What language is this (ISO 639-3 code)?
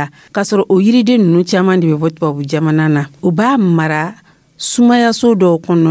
dyu